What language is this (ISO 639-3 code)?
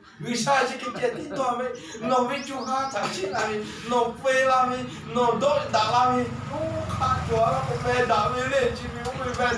lhu